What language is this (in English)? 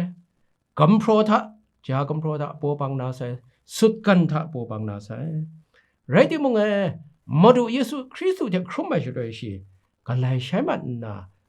Kachin